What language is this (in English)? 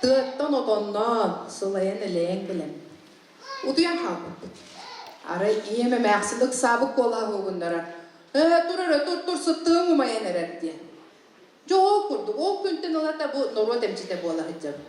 Yakut